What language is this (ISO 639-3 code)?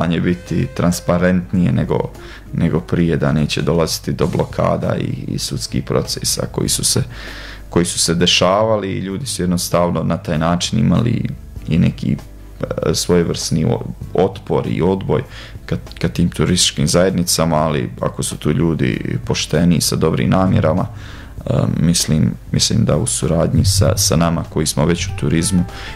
hrv